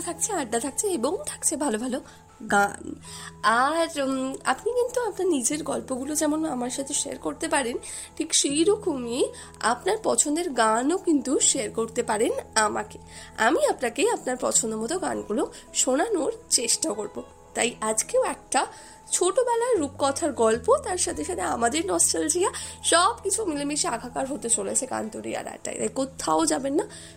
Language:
Bangla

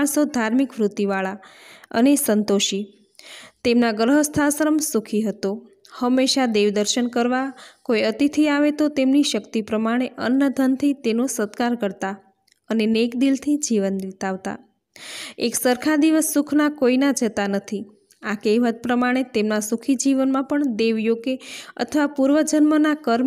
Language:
Gujarati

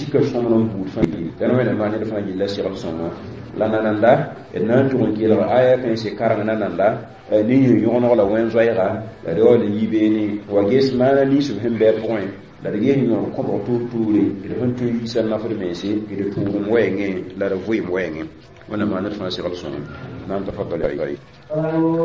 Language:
Mossi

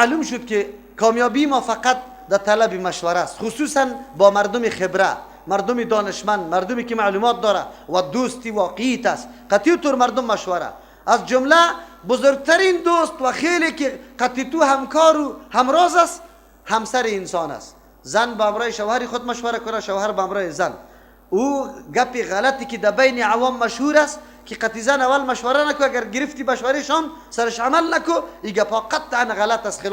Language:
Persian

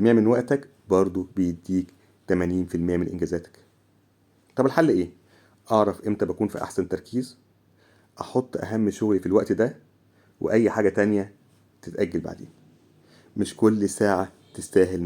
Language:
Egyptian Arabic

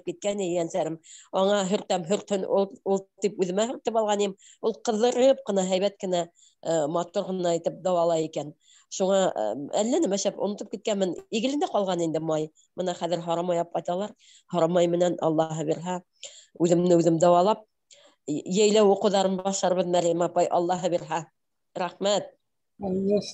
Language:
Bashkir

